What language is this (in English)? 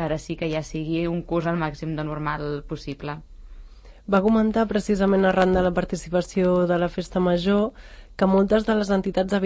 Catalan